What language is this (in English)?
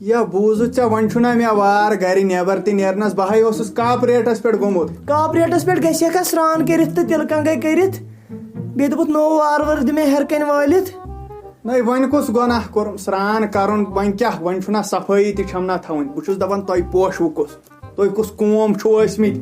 Kashmiri